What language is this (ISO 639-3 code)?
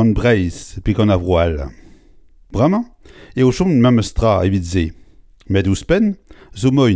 bre